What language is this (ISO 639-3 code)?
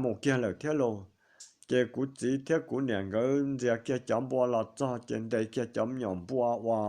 hmn